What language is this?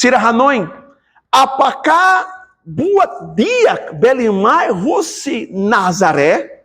Tetum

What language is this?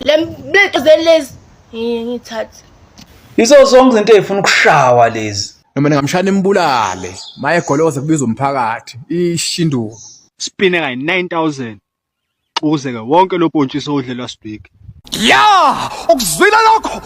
Zulu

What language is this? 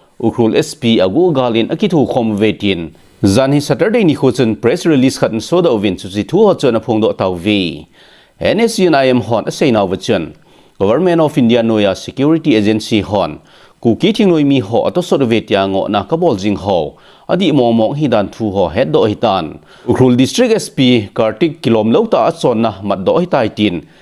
Thado Chin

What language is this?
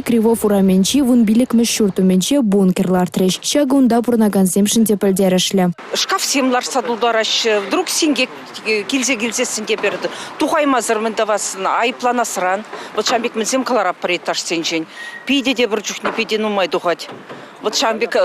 Chuvash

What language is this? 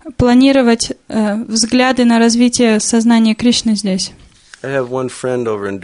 Russian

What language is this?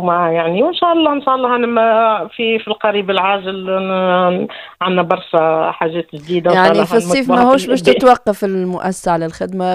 Tunisian Arabic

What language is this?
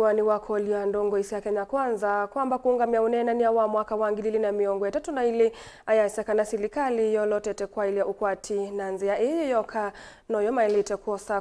Kamba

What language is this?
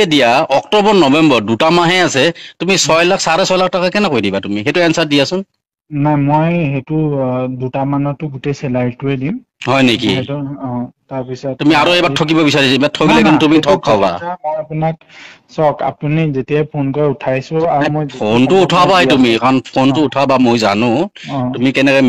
Assamese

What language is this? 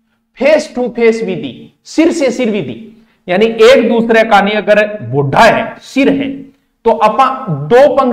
Hindi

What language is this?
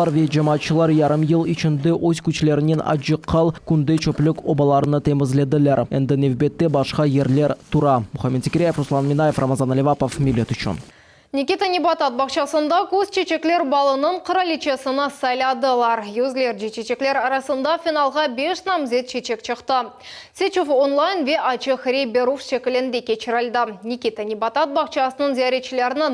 Crimean Tatar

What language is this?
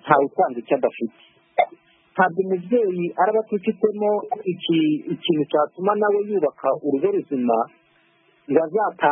Kinyarwanda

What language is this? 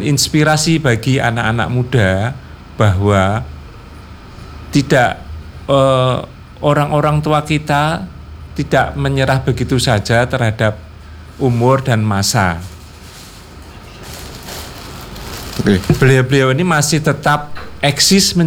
Indonesian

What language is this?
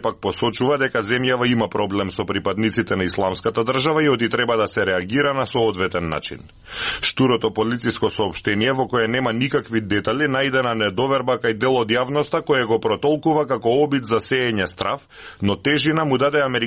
Macedonian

